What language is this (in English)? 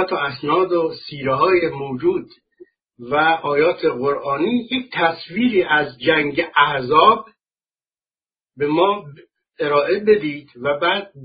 Persian